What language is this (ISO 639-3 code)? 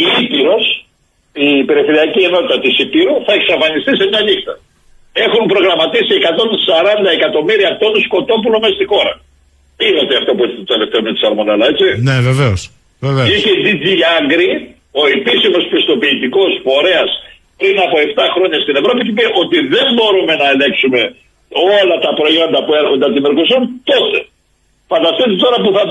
ell